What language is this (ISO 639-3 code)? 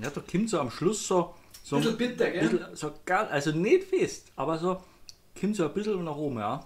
bar